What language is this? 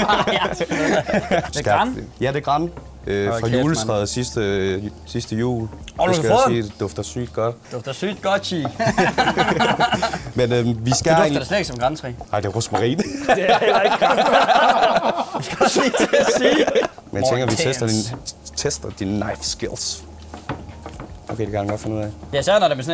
Danish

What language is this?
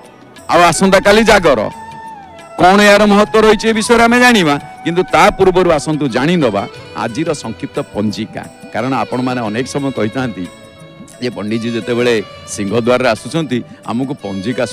Odia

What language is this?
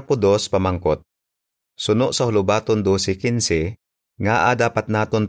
Hiligaynon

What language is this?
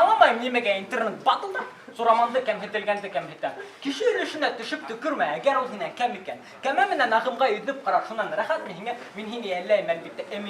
Bashkir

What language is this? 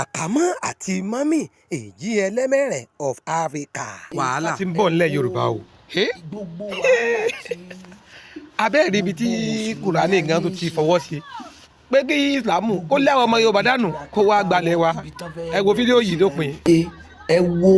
Yoruba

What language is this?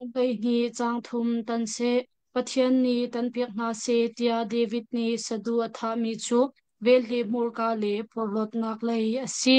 Hakha Chin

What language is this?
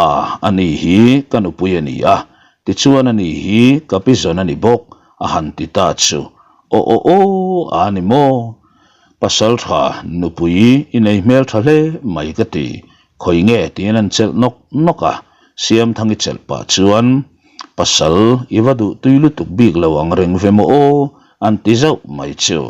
Mizo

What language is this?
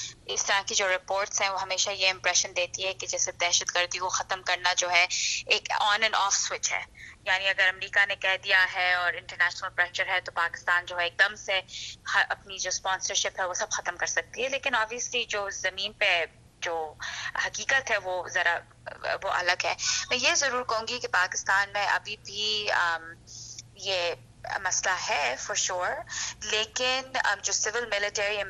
Urdu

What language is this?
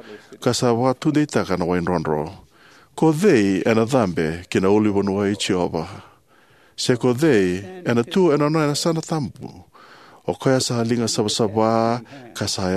Fijian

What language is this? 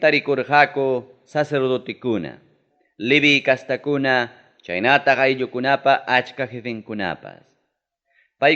Ayacucho Quechua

